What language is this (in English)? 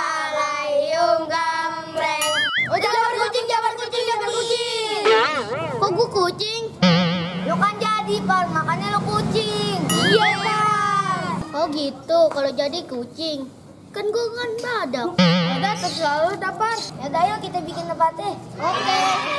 Betawi